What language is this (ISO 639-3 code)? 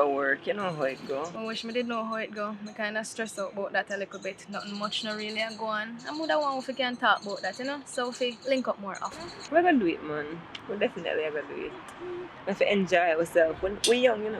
jam